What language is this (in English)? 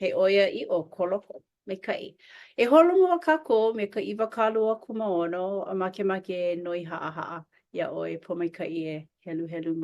Hawaiian